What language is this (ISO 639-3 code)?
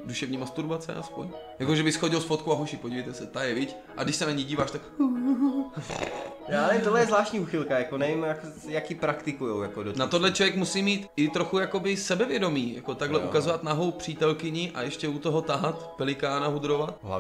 ces